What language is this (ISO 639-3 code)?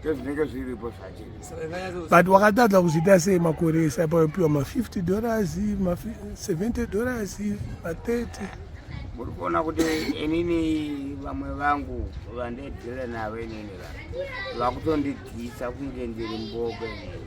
sna